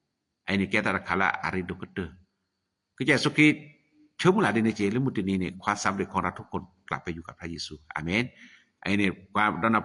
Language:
S'gaw Karen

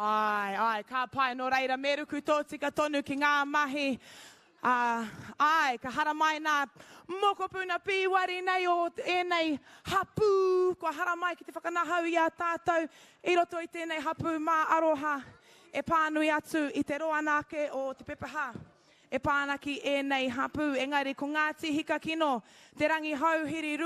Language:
Māori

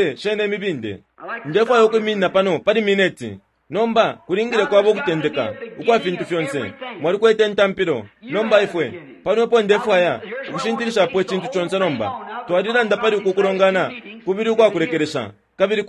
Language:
Bemba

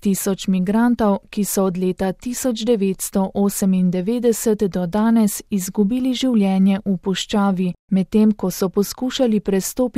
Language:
Slovenian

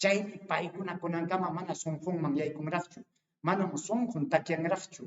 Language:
Ayacucho Quechua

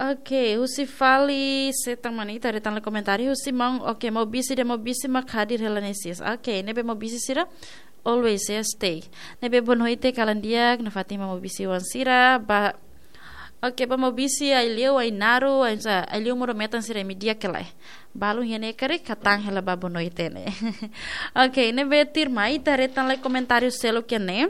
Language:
Tetum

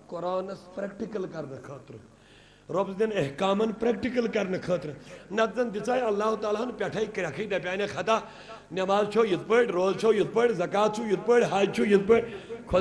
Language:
Kashmiri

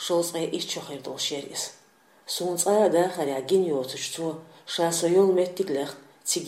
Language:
Chechen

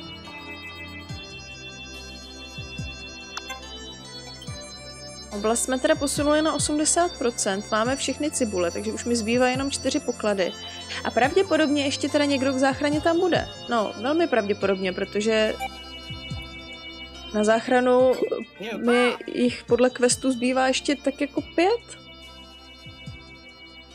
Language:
Czech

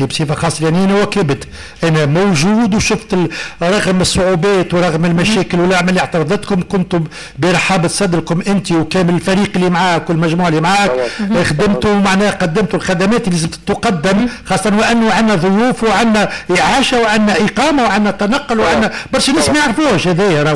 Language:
Tunisian Arabic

